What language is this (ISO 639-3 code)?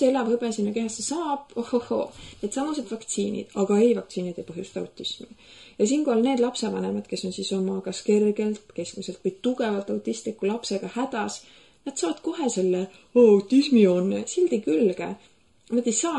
est